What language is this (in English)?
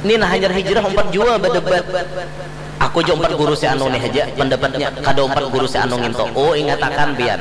Banjar